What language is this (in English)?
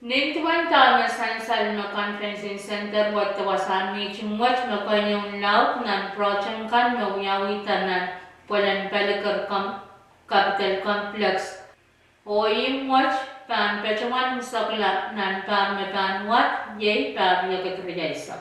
Pohnpeian